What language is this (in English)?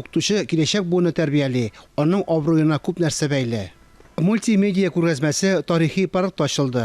Tatar